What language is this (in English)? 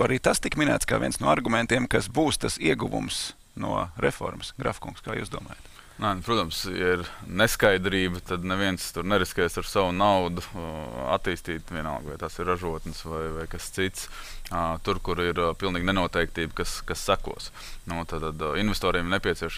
Latvian